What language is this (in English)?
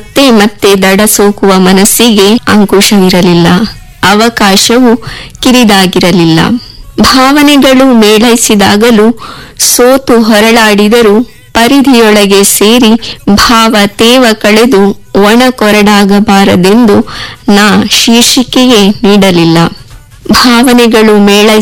Kannada